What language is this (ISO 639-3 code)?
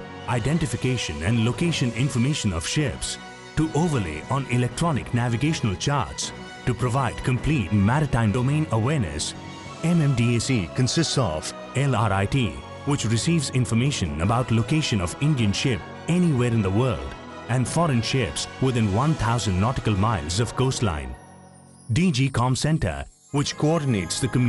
eng